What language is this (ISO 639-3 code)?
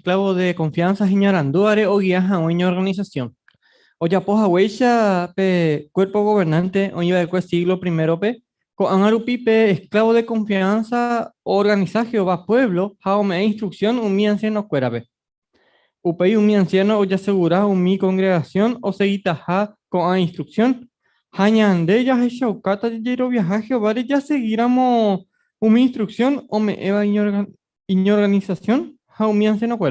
grn